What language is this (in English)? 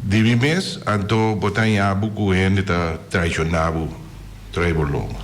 Papiamento